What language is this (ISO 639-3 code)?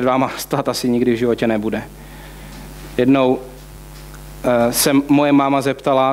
ces